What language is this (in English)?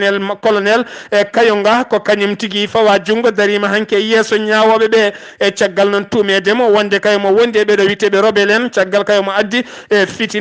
Fula